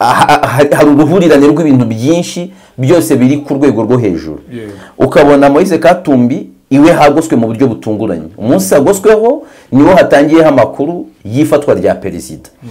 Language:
Kinyarwanda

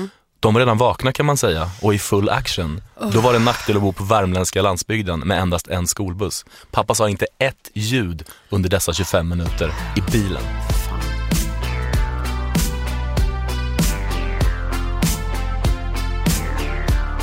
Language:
Swedish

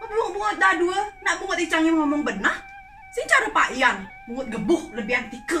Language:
Balinese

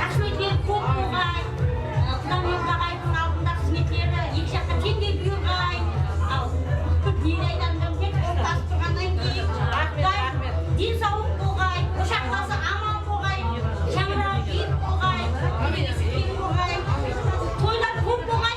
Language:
Kara-Kalpak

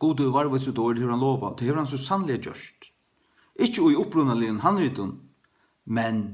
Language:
Faroese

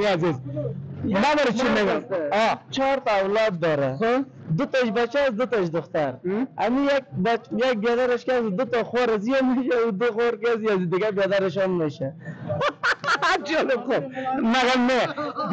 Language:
Persian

